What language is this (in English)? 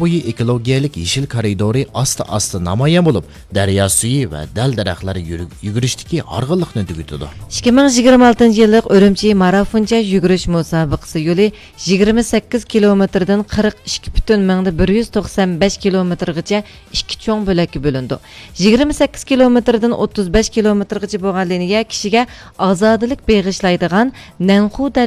Uyghur